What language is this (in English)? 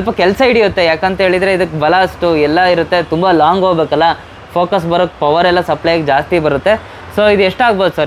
Kannada